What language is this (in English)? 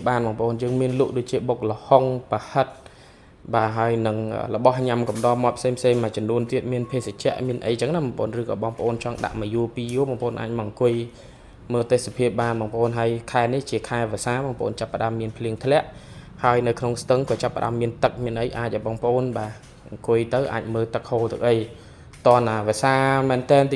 Khmer